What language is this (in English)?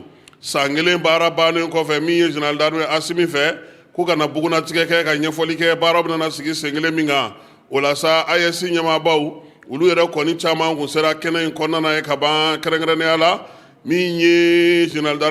Bambara